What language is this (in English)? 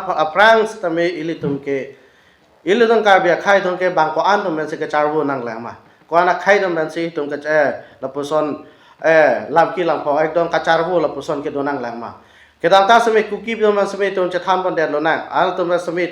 Karbi